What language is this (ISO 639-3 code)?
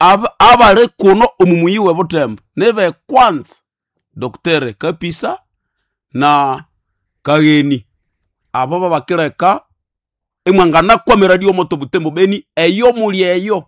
nnb